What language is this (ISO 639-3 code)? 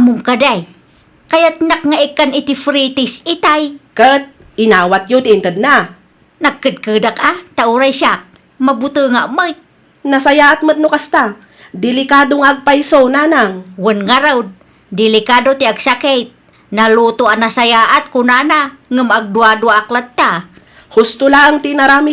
ilo